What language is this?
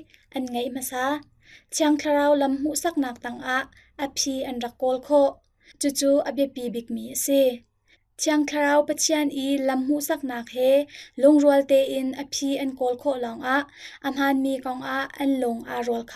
Hakha Chin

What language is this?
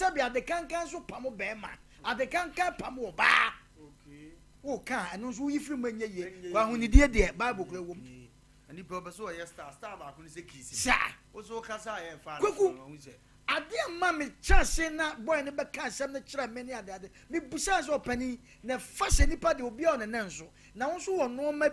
Akan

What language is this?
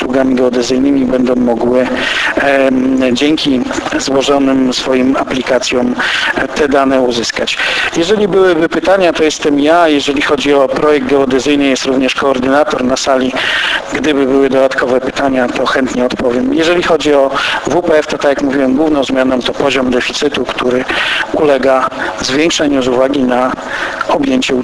Polish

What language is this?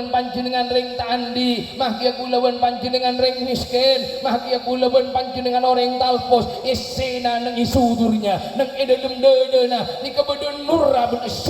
Madurese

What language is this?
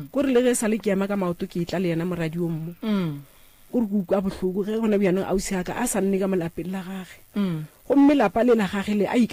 Northern Sotho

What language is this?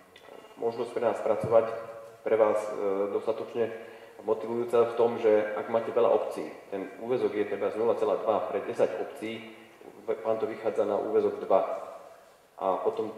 Slovak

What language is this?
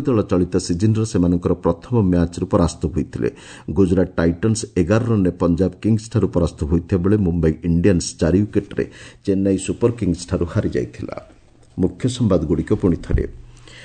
Odia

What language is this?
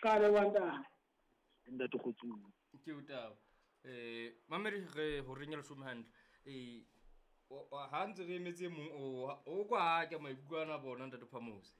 Southern Sotho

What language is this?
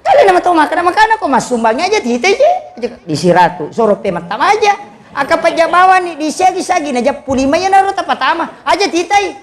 Buginese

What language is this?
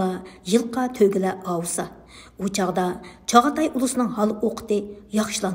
Uyghur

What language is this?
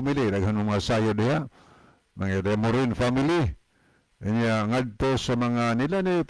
Cebuano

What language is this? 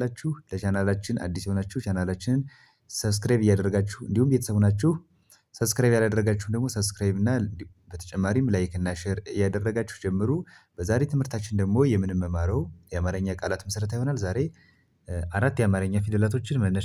Amharic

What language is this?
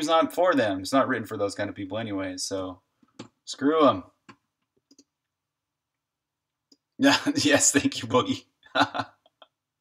English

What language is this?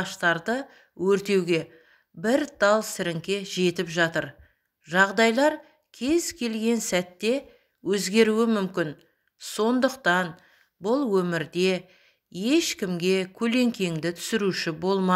Kazakh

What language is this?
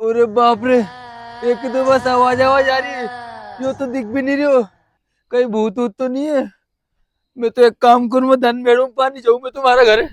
Rajasthani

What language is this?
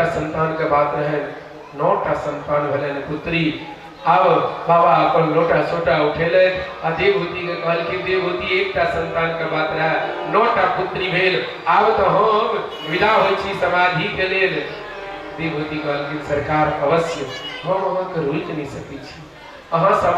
Maithili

